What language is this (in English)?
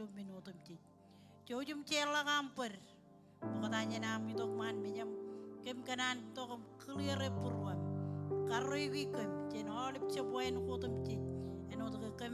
Marshallese